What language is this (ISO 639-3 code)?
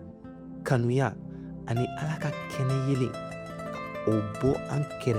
bam